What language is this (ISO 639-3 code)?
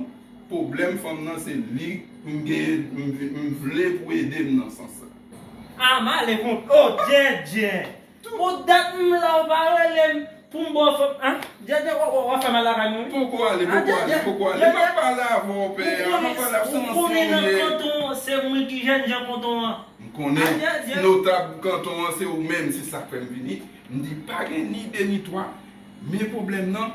hat